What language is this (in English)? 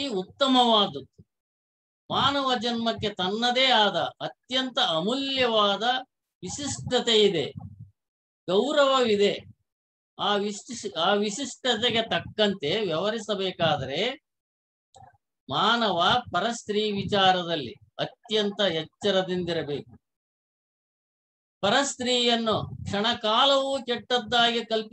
Kannada